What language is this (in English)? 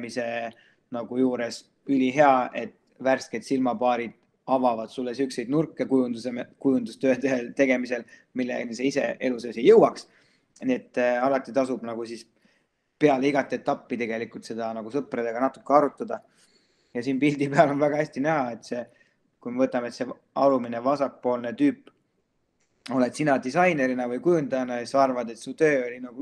Estonian